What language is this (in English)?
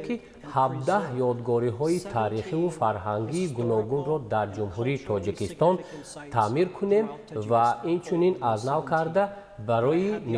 Tajik